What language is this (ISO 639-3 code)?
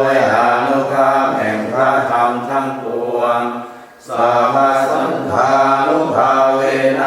pli